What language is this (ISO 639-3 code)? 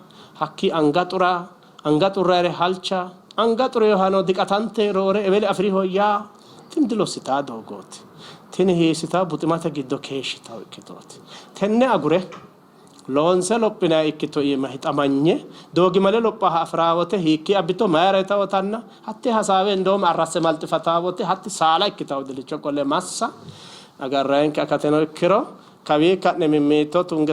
sid